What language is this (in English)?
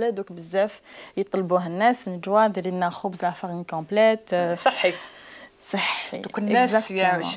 Algerian Arabic